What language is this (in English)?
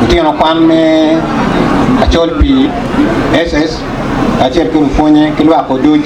Acoli